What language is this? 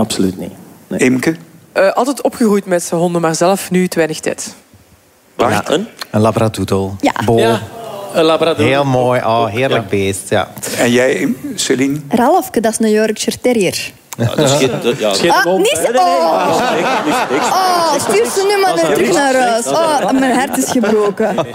Dutch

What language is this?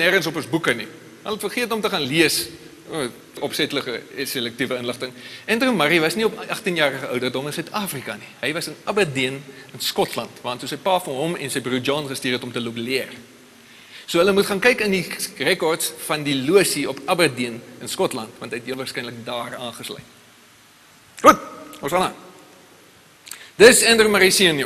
Afrikaans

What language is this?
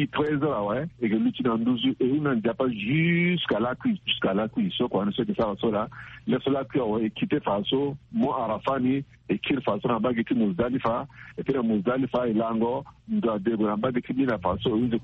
Sango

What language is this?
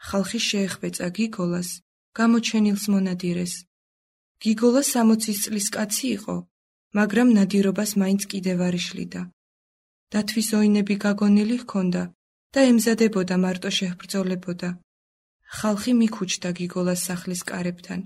Georgian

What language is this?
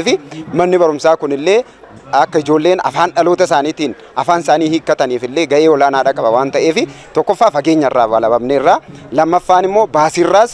Oromo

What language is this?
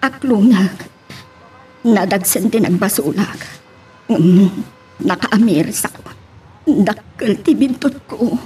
Iloko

